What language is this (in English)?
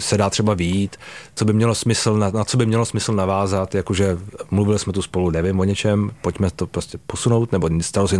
Czech